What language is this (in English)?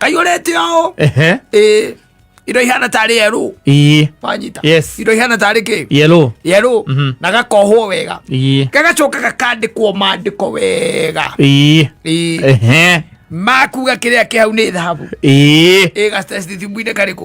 Kikuyu